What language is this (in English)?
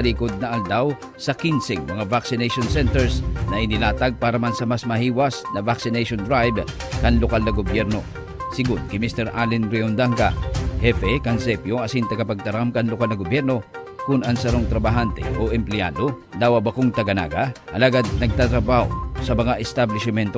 Bikol